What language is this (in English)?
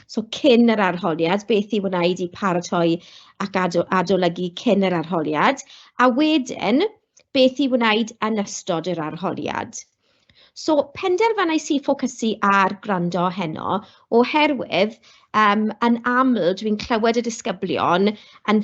Welsh